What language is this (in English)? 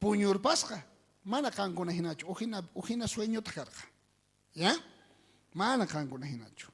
South Bolivian Quechua